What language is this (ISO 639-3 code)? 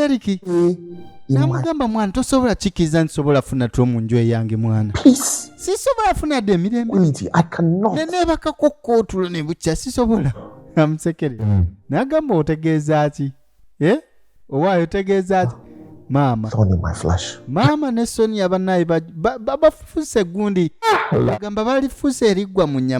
lug